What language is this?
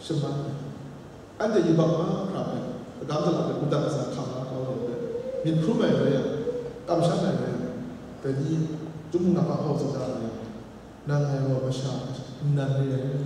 Kachin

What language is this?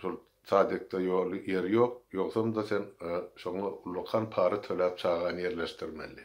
Turkmen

